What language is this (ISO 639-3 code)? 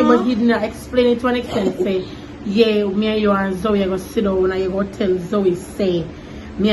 jam